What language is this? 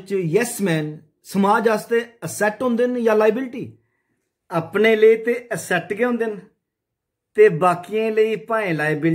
Dogri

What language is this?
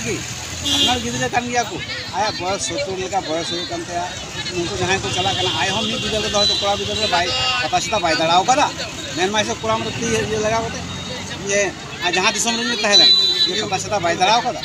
Santali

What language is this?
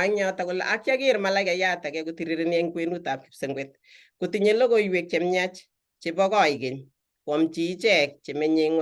Kalenjin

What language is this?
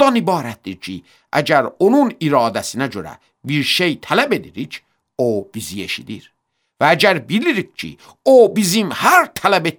Azerbaijani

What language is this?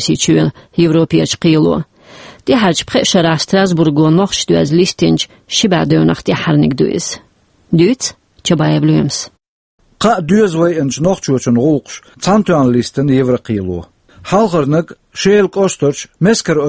Chechen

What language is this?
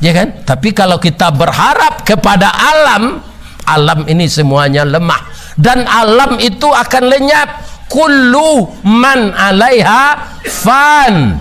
Minangkabau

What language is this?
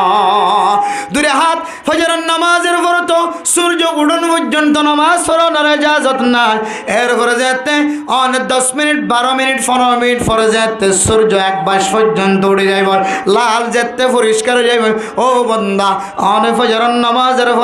Rohingya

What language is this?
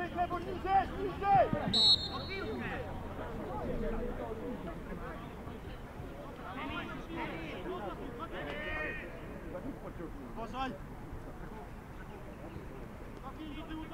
Polish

